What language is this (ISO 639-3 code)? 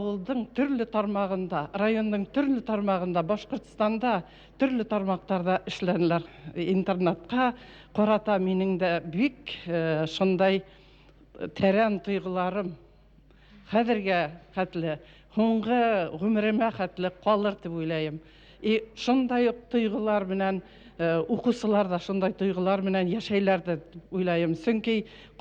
bak